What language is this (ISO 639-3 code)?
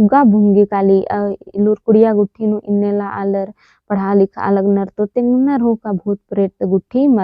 kru